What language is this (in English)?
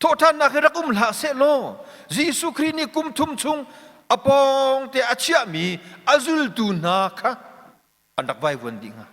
Hakha Chin